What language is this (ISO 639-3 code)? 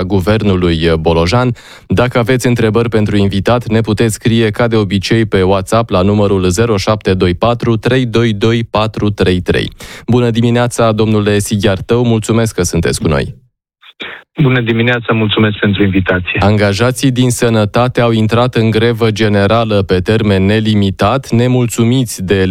ron